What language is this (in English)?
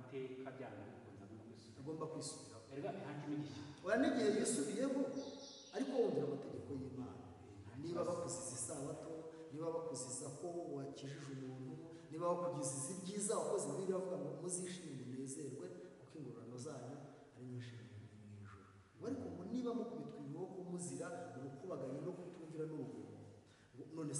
Kinyarwanda